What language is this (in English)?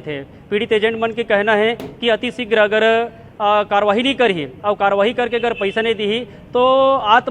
Chhattisgarhi